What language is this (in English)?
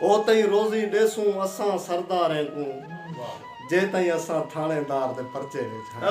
Saraiki